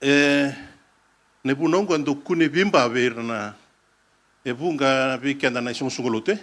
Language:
Fijian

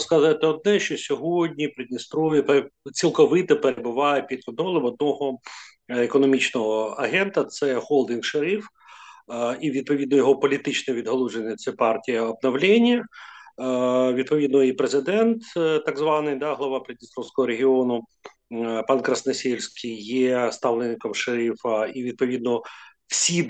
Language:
Ukrainian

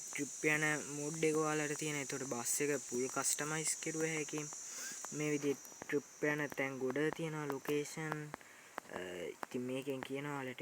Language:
Sinhala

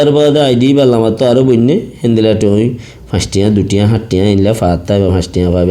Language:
Rohingya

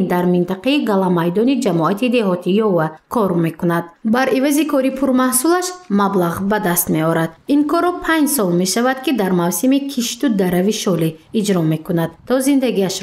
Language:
Tajik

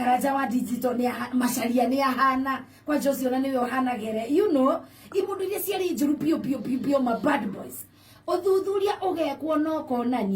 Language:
Kikuyu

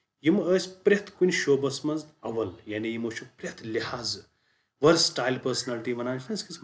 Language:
Kashmiri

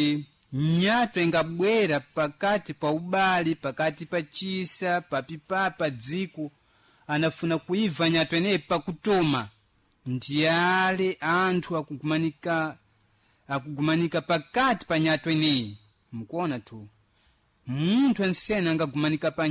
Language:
Sena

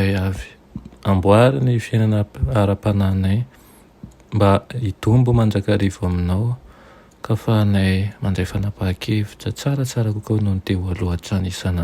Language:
Malagasy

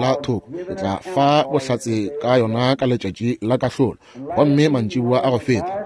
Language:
Northern Sotho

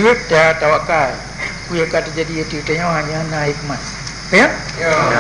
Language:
Achinese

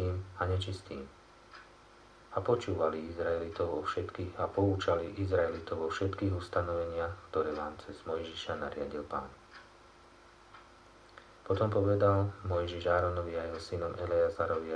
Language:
Slovak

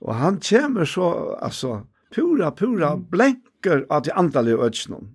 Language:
Faroese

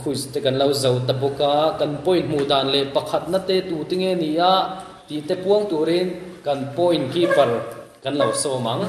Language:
Mizo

